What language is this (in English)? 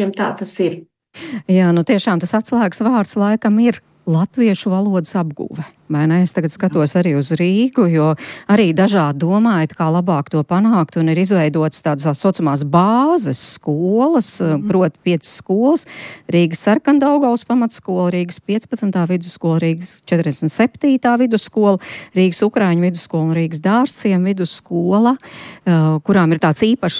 Latvian